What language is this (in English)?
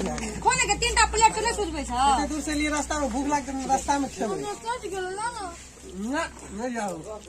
Maithili